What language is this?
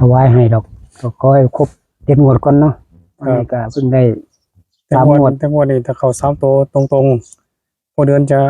Northeastern Thai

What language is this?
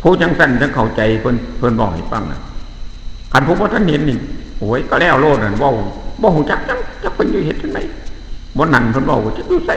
Northeastern Thai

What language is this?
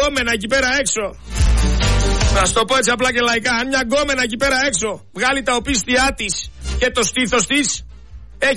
Greek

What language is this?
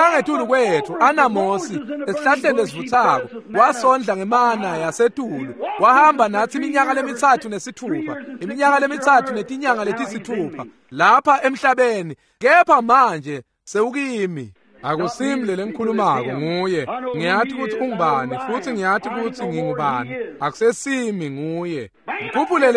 Swati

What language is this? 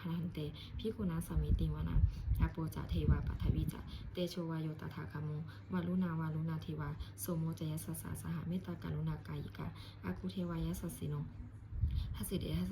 Pali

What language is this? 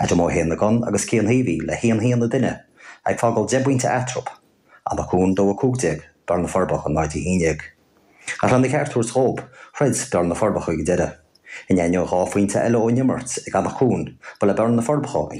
Irish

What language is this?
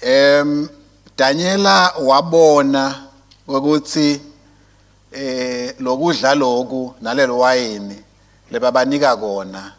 Swati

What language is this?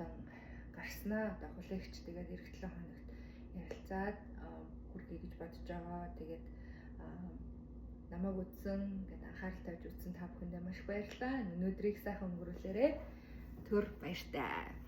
Mongolian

